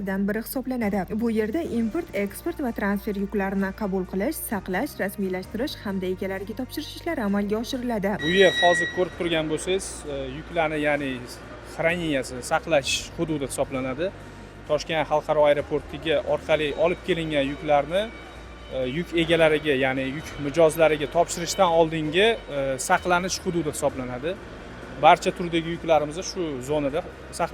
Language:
Uzbek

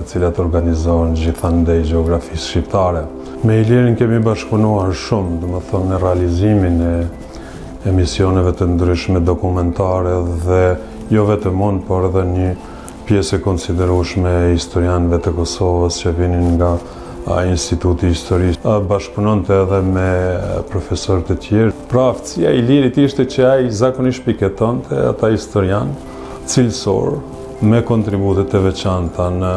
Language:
Albanian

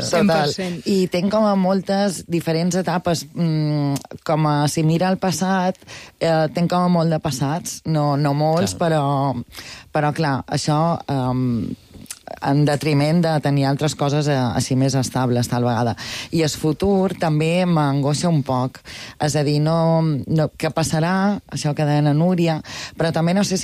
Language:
Catalan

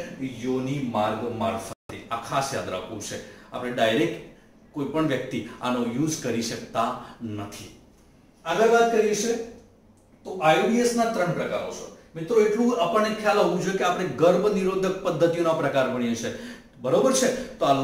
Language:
Gujarati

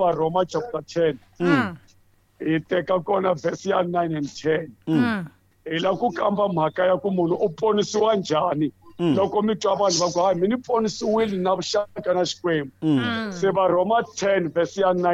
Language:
Tsonga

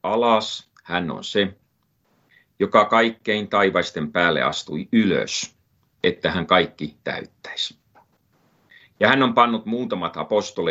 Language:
Finnish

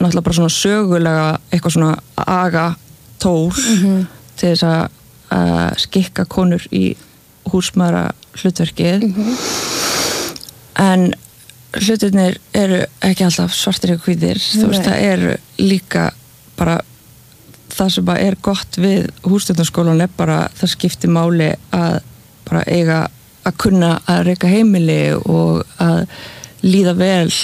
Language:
Icelandic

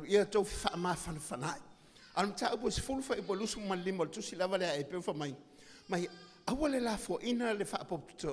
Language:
Samoan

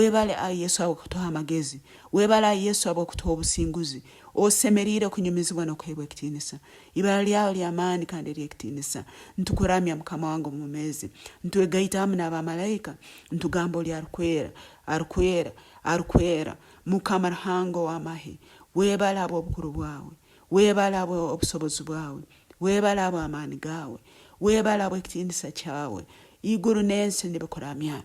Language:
Nyoro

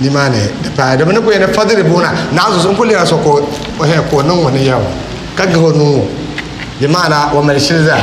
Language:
Dagbani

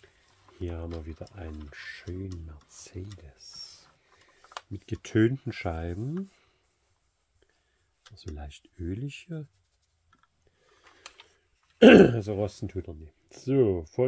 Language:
German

